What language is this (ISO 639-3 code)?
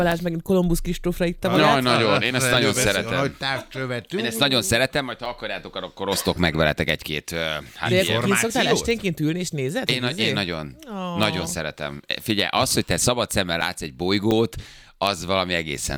hun